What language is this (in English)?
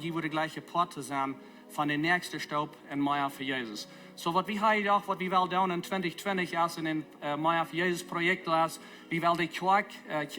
Plautdietsch